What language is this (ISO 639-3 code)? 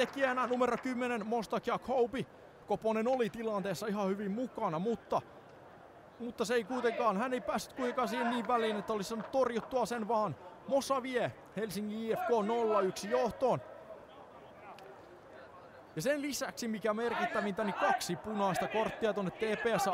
fin